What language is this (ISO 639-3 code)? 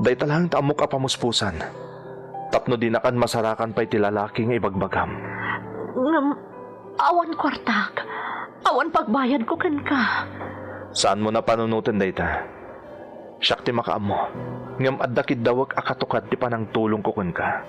ilo